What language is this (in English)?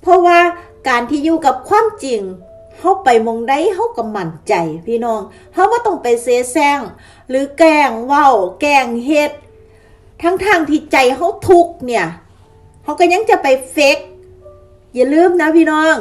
Northeastern Thai